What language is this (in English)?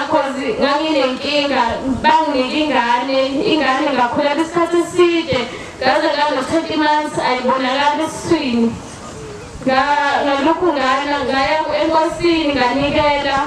Zulu